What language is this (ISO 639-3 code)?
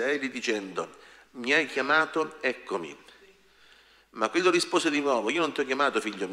ita